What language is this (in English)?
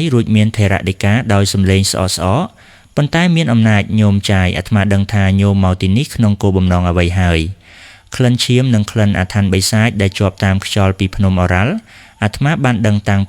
Khmer